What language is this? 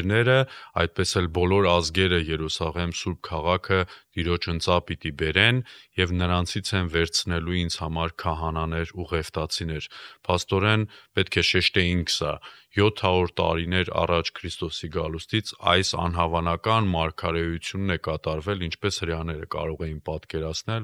Armenian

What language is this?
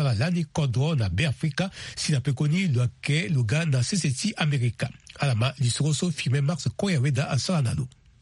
Sango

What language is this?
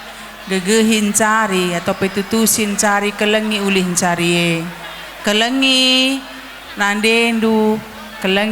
Batak Karo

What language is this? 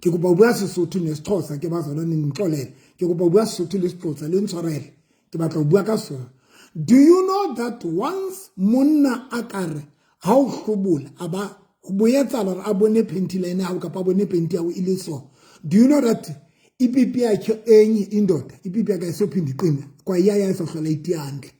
Southern Sotho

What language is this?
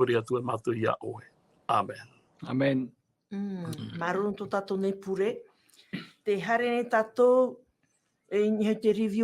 Tahitian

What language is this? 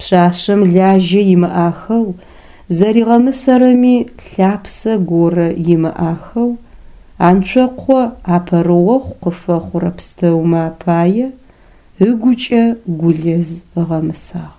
Adyghe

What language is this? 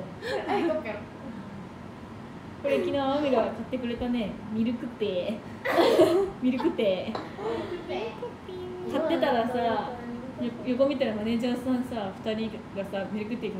Japanese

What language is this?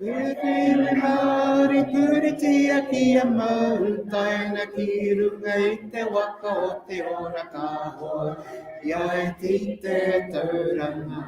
Māori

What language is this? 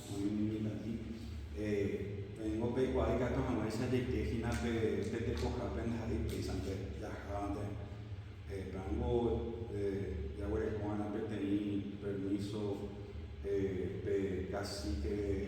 Guarani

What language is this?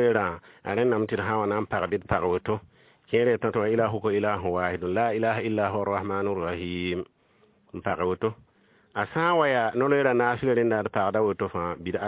Mossi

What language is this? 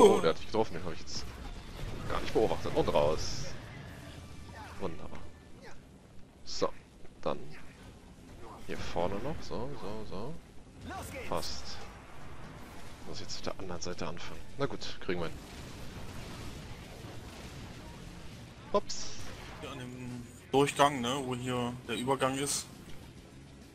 German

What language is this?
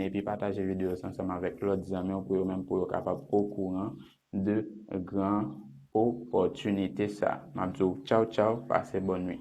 Haitian Creole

